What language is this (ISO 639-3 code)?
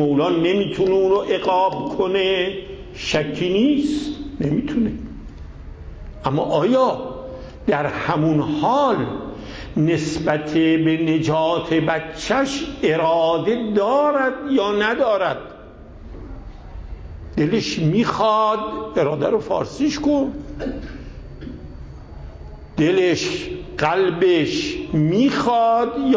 fas